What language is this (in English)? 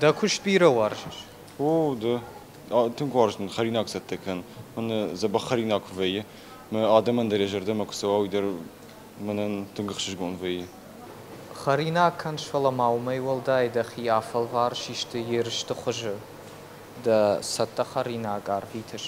Ossetic